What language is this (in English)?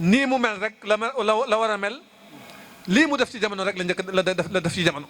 Wolof